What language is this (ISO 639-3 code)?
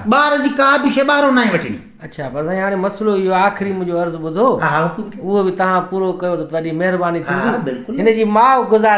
snd